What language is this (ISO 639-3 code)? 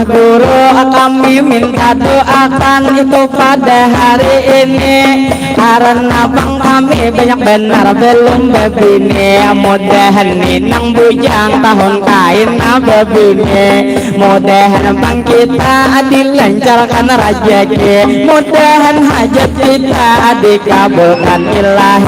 bjn